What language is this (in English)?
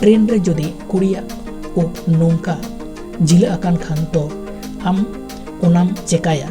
Santali